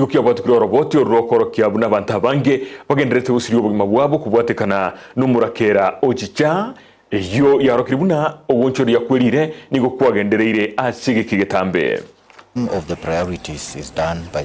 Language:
Gusii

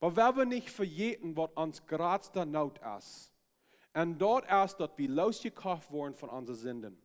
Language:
Plautdietsch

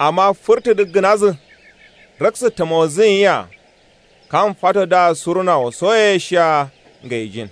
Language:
Kanuri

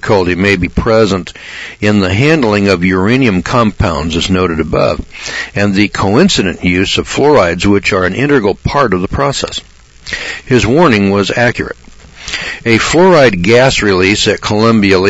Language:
English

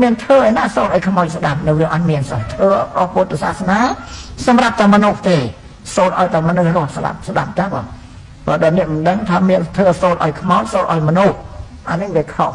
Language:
Khmer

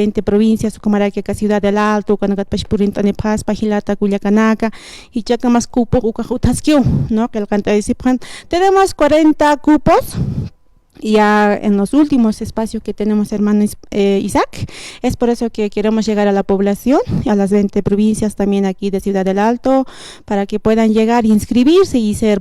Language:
Aymara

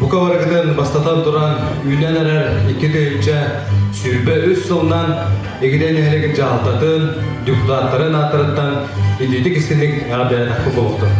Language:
Yakut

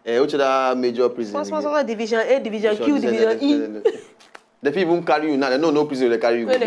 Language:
Nigerian Pidgin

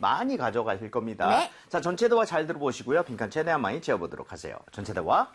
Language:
Korean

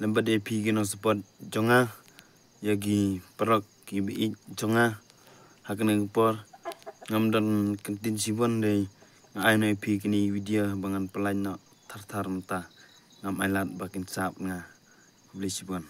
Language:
Khasi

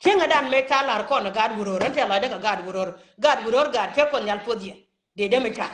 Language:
Nuer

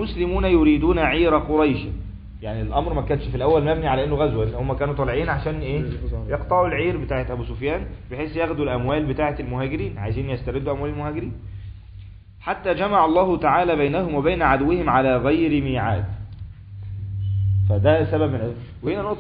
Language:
Egyptian Arabic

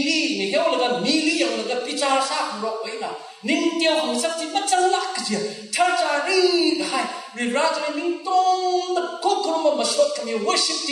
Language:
Tangkhul Naga (India)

